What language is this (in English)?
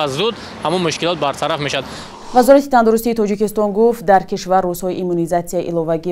Tajik